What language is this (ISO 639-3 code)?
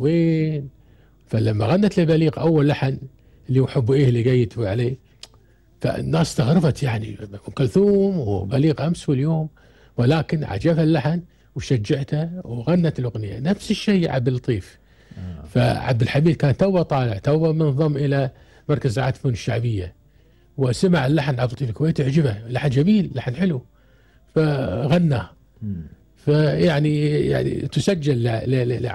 afb